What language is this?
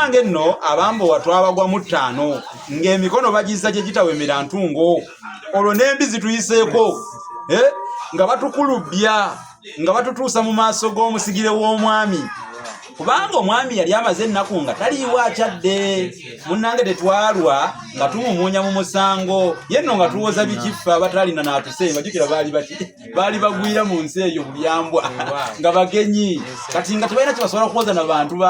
Ganda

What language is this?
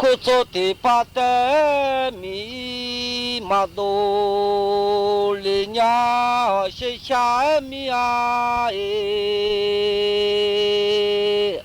Akha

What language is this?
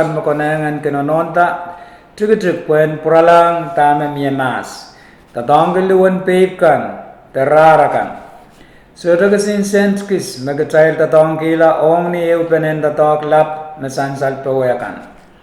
Pohnpeian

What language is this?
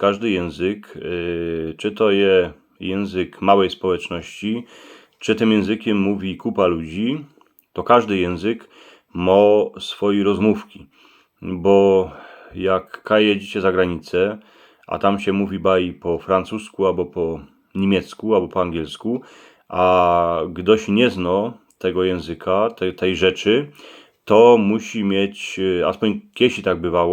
Silesian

